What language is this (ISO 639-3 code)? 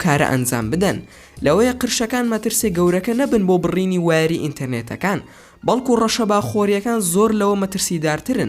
ckb